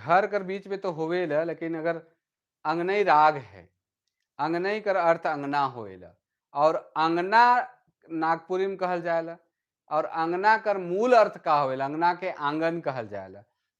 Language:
Sadri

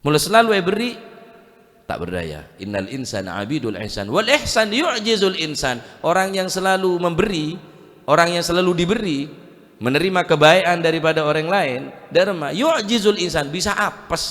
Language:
Madurese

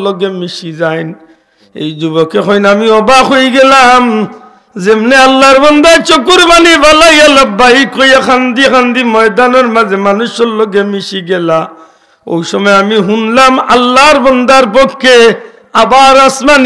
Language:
Sylheti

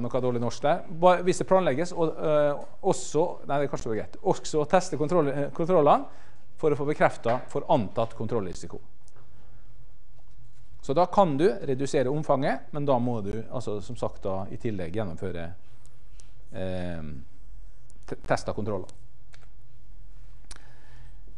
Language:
Norwegian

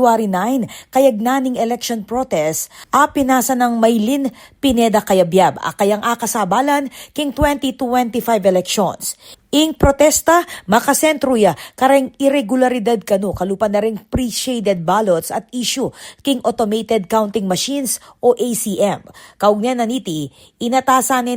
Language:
Pampanga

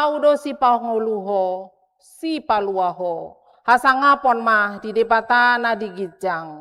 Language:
Batak Toba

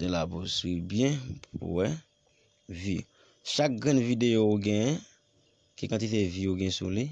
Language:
Haitian Creole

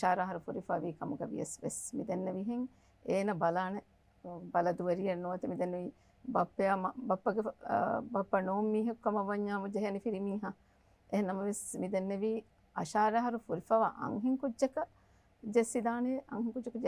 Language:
Divehi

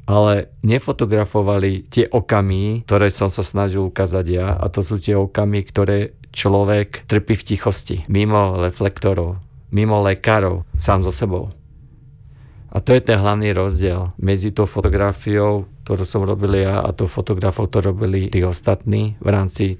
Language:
Slovak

